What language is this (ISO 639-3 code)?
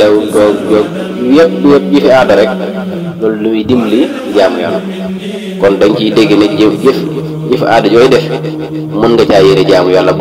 wol